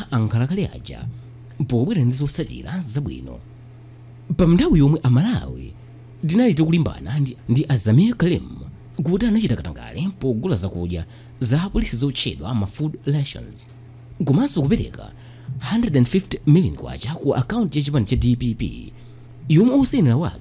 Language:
Nyanja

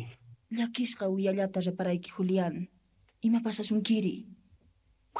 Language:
South Bolivian Quechua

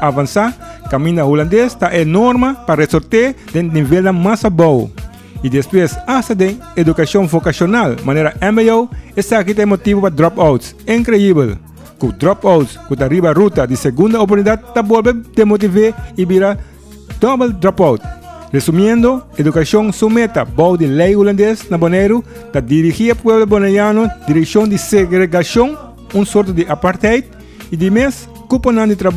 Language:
Papiamento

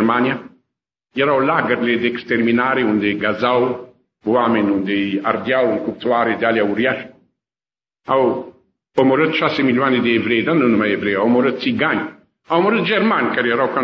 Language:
Romanian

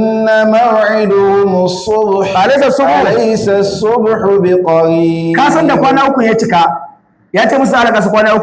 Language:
Hausa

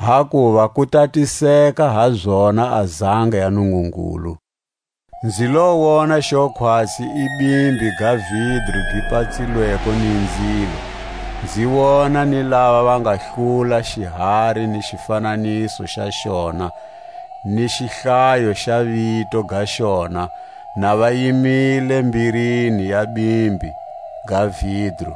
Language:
Tswa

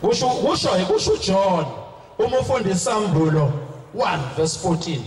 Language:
Zulu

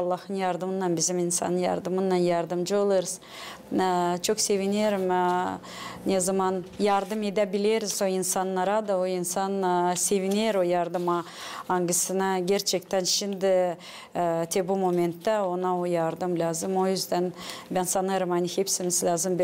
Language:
Gagauz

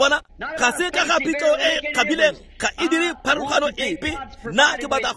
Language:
Tswana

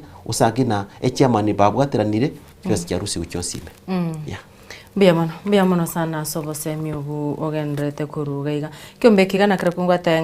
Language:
Gusii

